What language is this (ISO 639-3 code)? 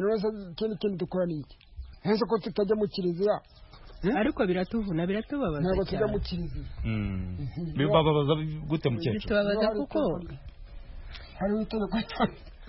kin